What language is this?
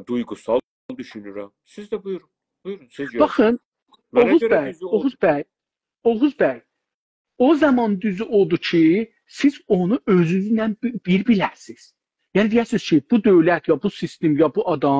South Azerbaijani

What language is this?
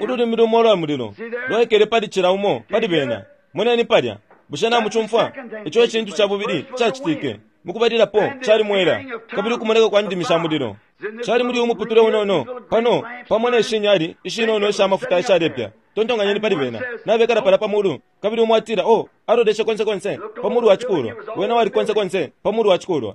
Bemba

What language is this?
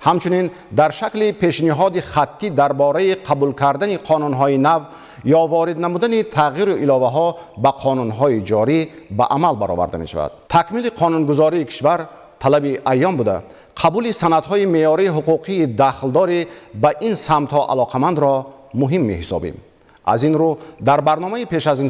Tajik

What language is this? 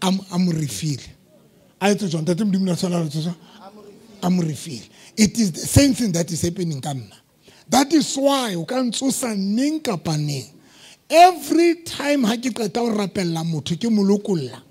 Southern Sotho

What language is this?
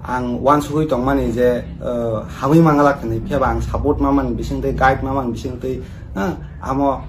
Kok Borok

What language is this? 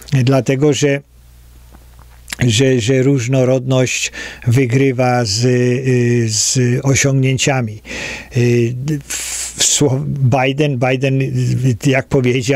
Polish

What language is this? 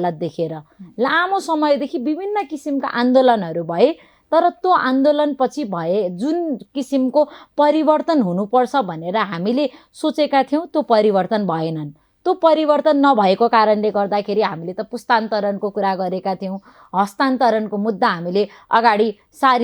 Nepali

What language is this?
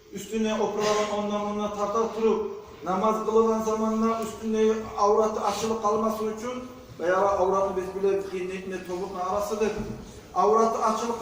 Kumyk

